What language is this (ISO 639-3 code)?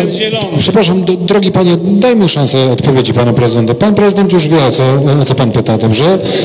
pol